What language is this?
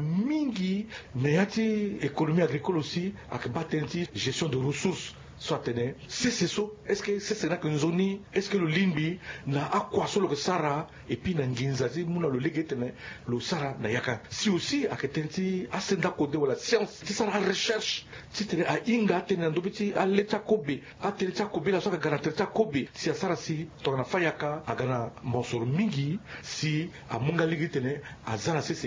Sango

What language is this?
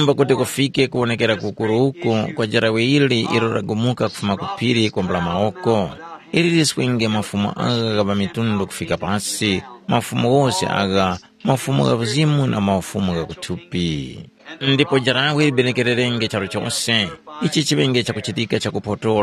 Tumbuka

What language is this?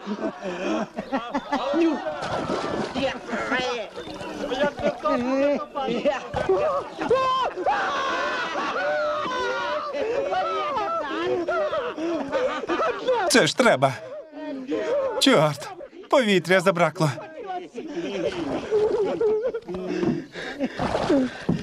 Ukrainian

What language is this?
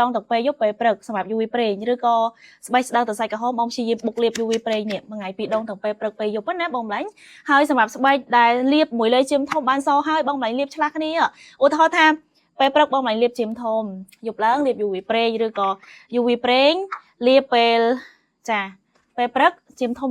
Khmer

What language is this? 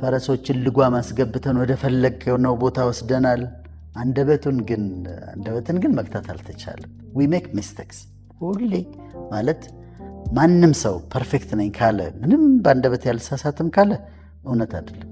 Amharic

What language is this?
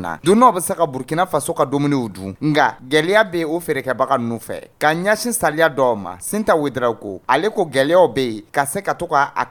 Dyula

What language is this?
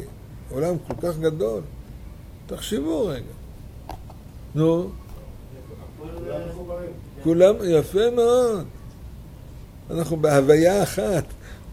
Hebrew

